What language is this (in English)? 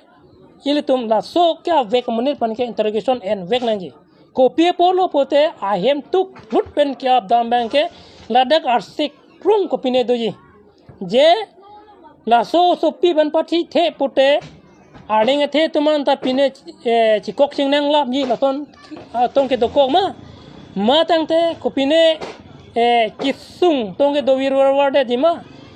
Karbi